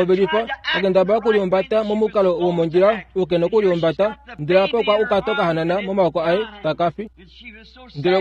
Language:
Kuanyama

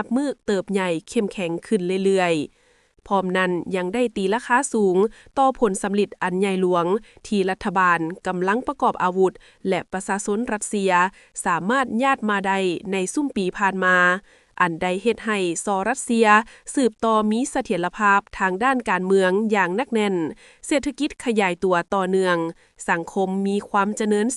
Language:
Lao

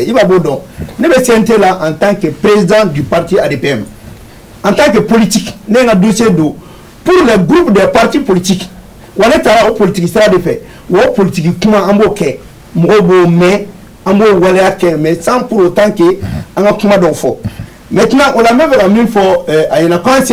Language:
Bambara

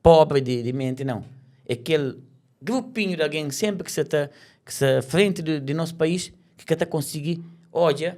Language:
Kabuverdianu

